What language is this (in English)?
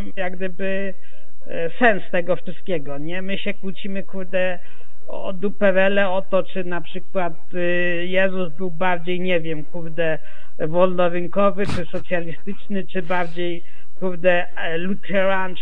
Polish